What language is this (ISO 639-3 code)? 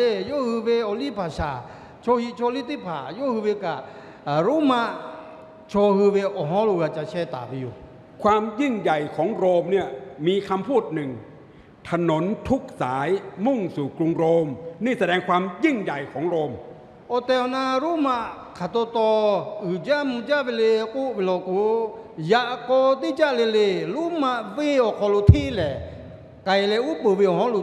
lhu